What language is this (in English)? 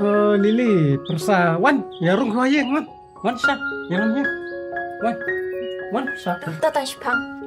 Khasi